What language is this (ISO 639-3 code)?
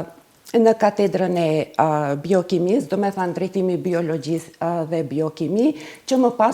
sqi